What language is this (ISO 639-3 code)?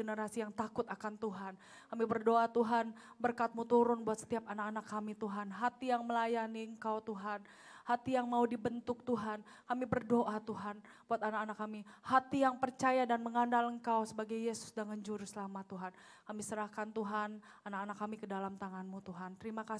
ind